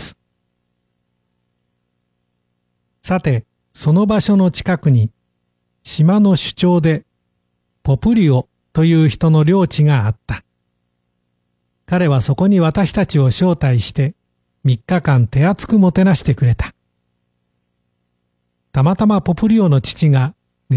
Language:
Japanese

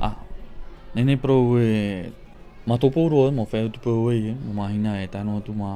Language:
Tahitian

